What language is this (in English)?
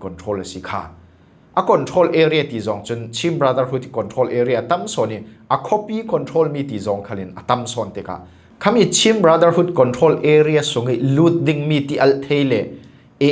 Falam Chin